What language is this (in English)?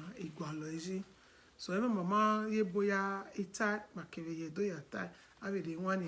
Bini